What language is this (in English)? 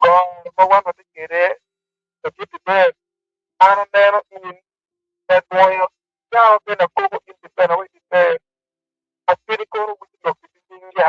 Acoli